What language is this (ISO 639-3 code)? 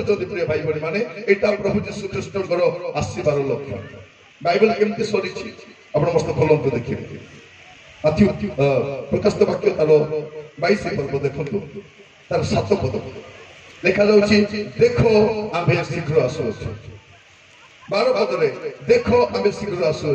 ori